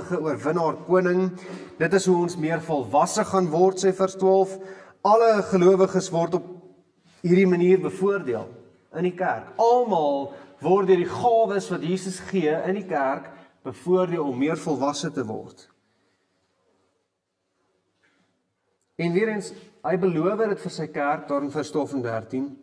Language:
Afrikaans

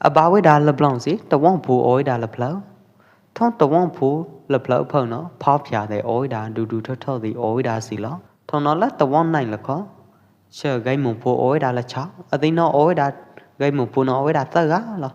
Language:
Pwo Eastern Karen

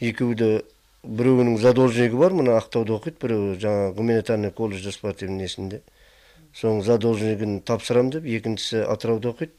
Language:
Kazakh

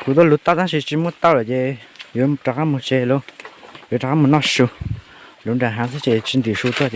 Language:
Hmong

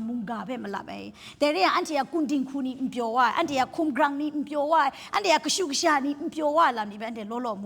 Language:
Kachin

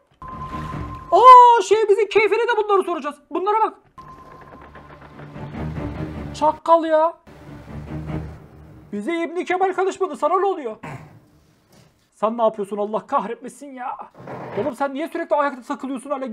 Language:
Turkish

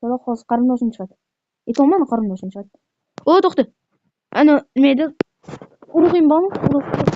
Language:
Uzbek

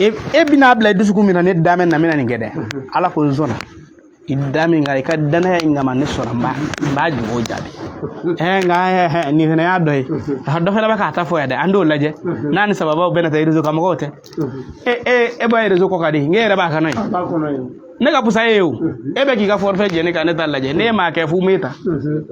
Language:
Bambara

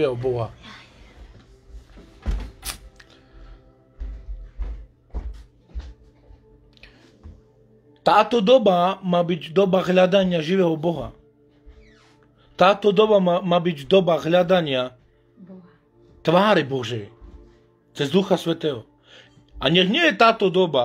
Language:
Slovak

